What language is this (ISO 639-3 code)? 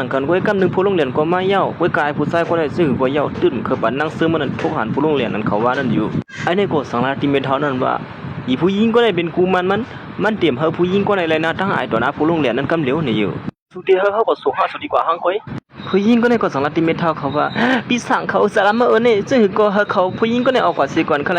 shn